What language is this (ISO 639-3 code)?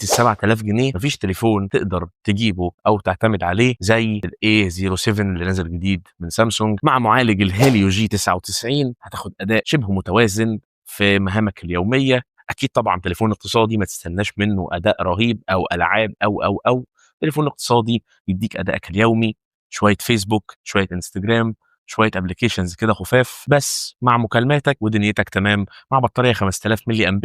arz